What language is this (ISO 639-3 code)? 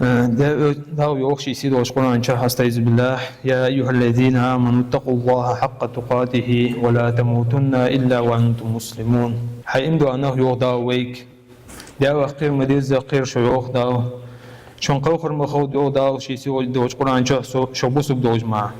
inh